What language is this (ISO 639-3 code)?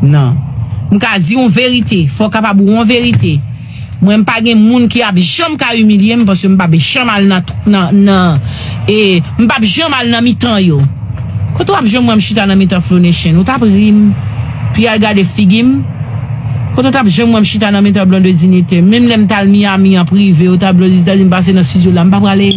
hat